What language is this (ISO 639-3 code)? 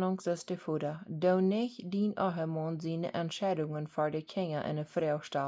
pdt